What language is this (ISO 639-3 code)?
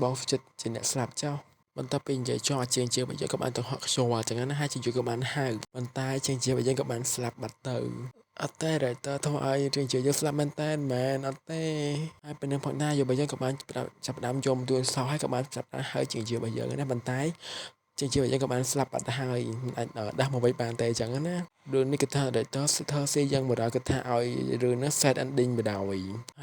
khm